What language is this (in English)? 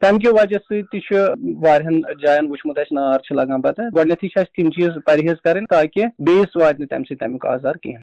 Kashmiri